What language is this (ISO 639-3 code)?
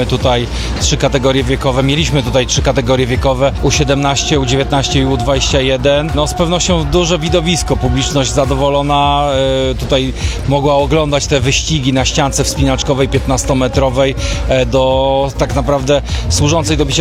pol